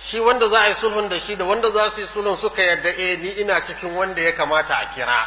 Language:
Hausa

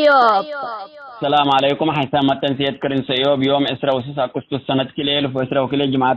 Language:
Tigre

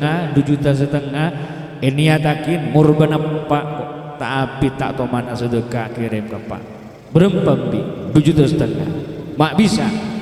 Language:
Madurese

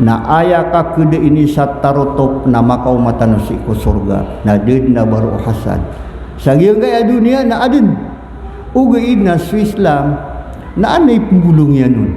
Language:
Maranao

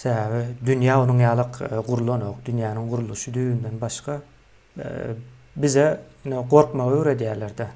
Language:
Turkmen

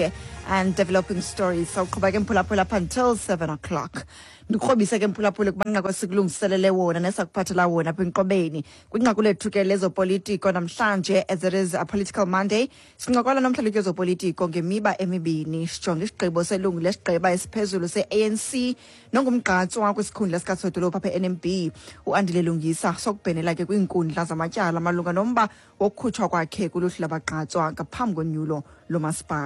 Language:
Xhosa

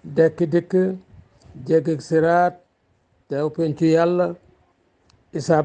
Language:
Wolof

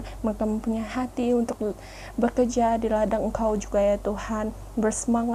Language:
Malay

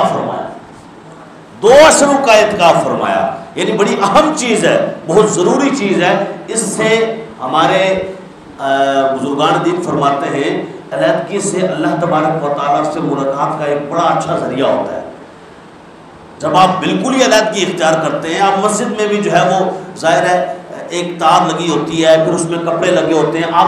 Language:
Urdu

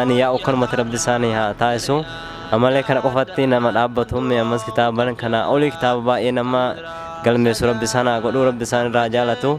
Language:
Oromo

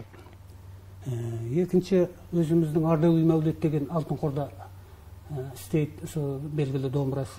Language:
Kazakh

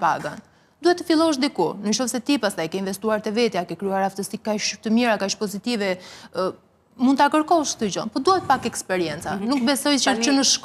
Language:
Albanian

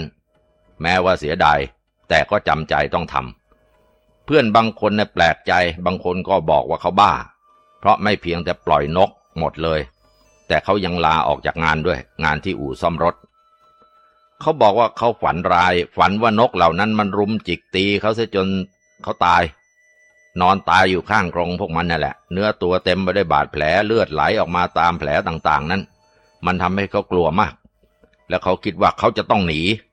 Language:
Thai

